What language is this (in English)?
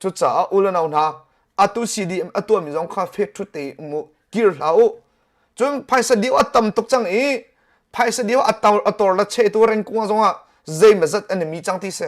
Hakha Chin